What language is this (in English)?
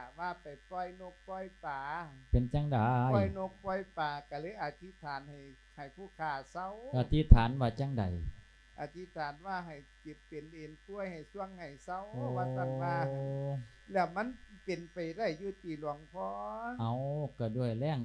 Lao